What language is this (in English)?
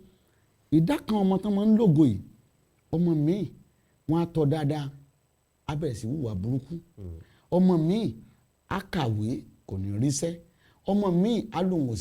Yoruba